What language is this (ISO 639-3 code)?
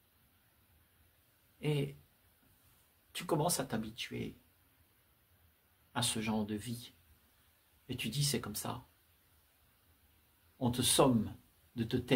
fra